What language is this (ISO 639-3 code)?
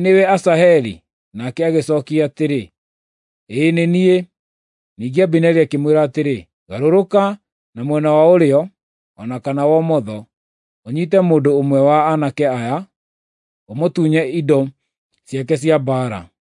kik